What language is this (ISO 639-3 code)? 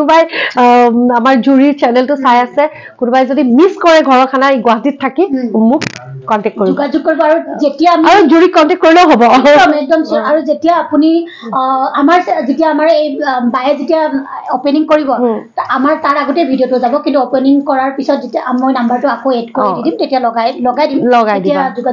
asm